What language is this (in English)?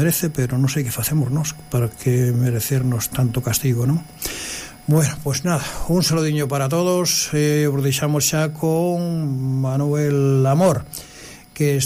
Galician